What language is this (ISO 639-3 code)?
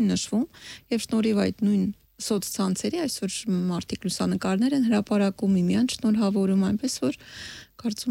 hye